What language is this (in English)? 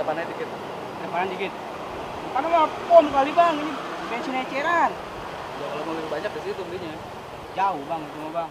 Betawi